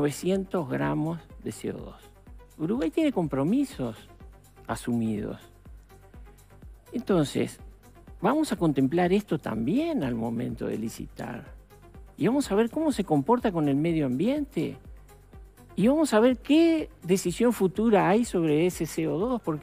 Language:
Spanish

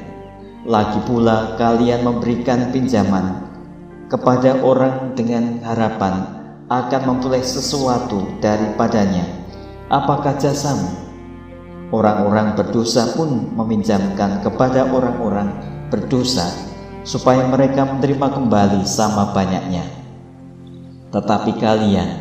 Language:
Indonesian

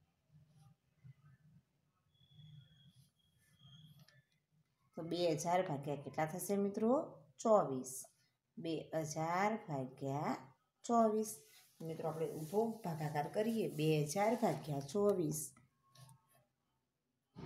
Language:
Gujarati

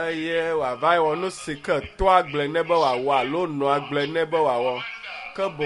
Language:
Ewe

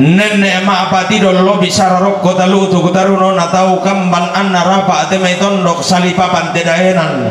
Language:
Toraja-Sa'dan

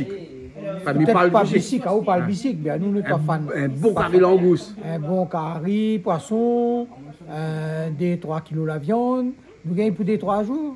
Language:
Réunion Creole French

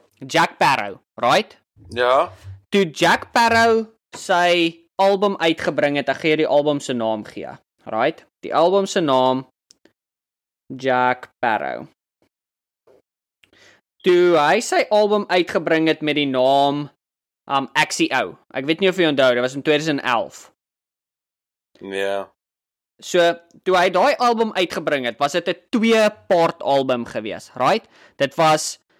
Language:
Afrikaans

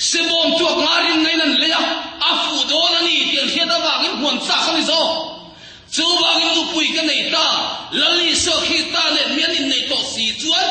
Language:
Mizo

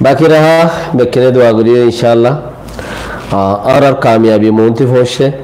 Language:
Rohingya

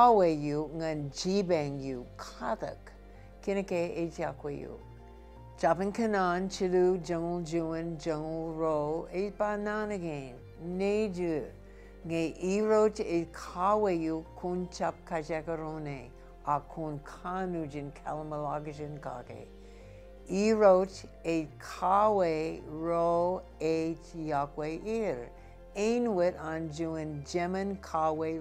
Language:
Marshallese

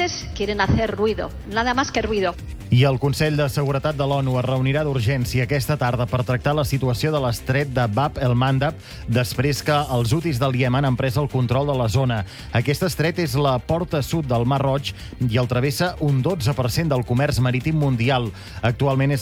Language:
Catalan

